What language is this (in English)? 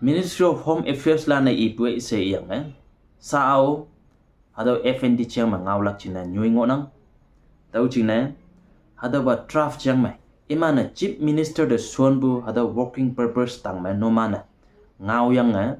Konyak Naga